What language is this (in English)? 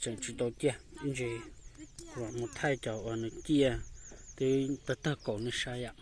Hmong